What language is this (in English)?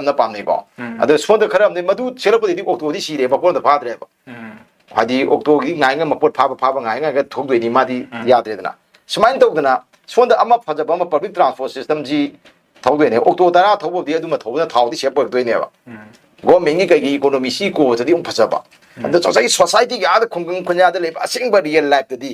Manipuri